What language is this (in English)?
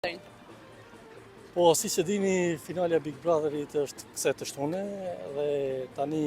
Albanian